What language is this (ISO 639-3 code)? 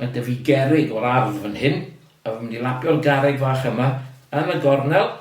cym